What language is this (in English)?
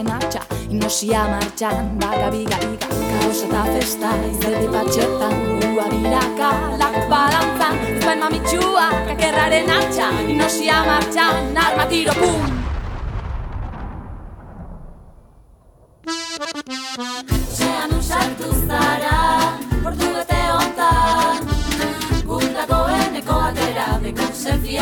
Basque